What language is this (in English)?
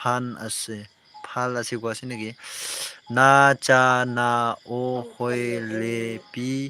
Naga Pidgin